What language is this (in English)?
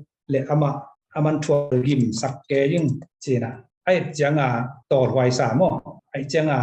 Tedim Chin